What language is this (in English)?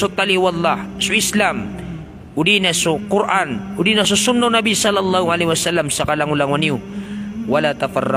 Maranao